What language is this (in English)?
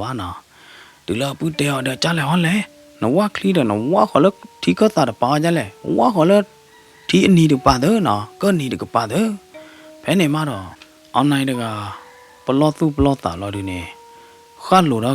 S'gaw Karen